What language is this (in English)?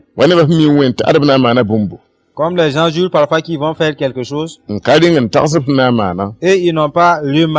Mossi